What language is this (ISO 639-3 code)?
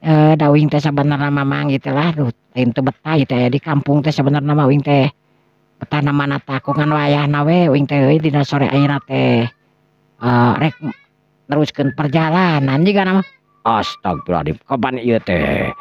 sun